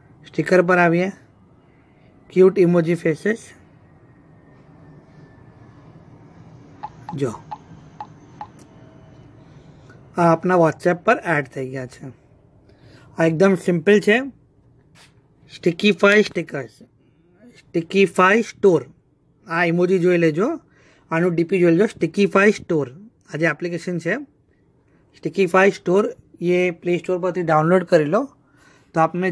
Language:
Gujarati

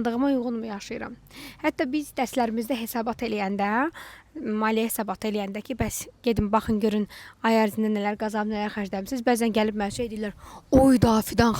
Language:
Azerbaijani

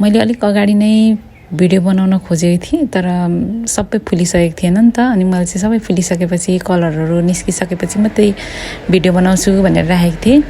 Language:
Nepali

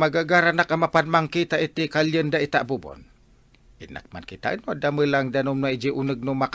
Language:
Iloko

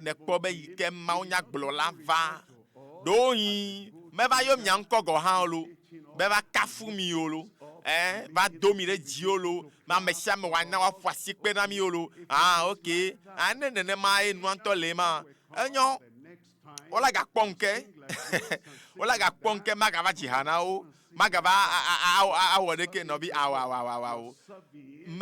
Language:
Ewe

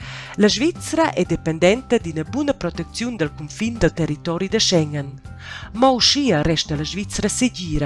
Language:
Romansh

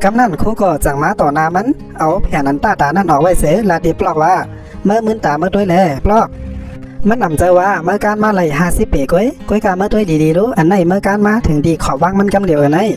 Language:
Shan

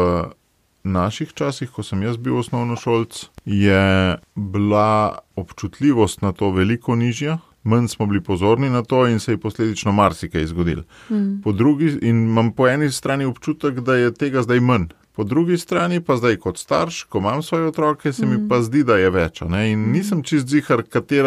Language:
Slovenian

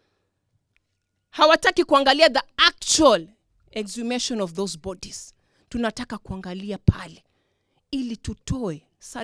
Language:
Swahili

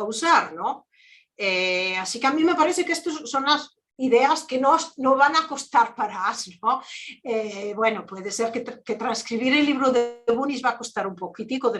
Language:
Ladino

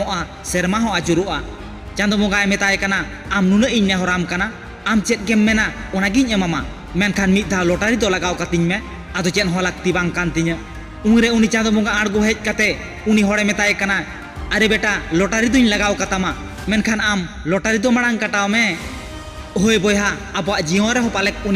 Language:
Santali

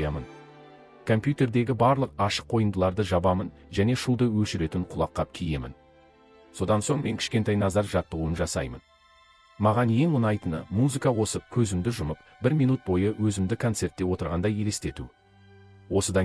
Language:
Kazakh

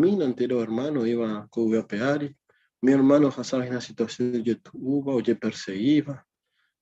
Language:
Guarani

